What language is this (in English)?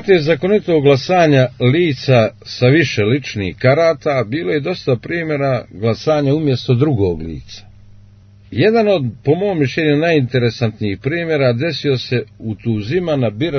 Serbian